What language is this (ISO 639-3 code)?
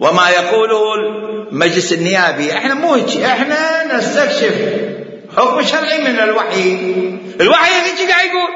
acm